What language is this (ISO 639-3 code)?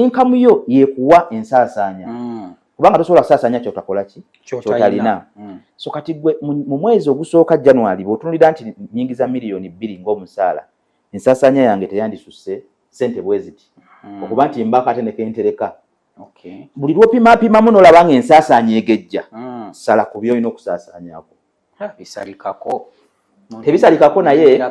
lug